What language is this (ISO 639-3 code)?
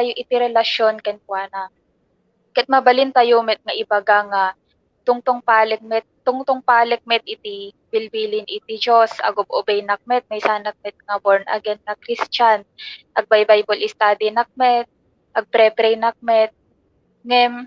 ilo